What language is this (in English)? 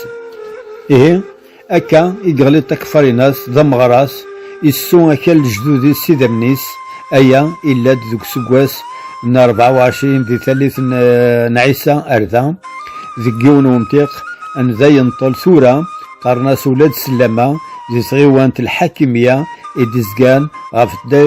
Kabyle